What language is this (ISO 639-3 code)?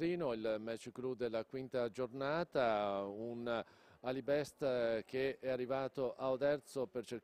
ita